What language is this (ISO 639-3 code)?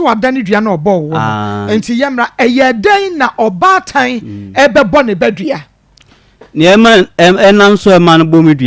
aka